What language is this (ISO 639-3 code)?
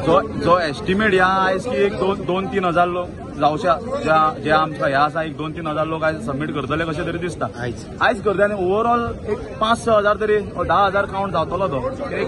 kok